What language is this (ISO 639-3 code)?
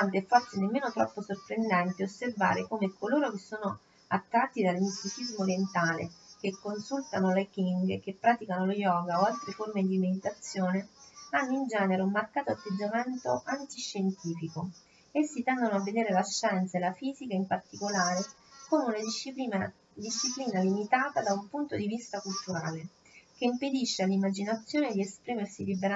ita